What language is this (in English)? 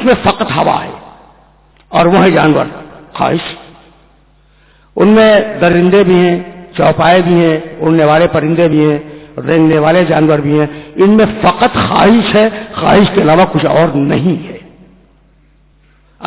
Urdu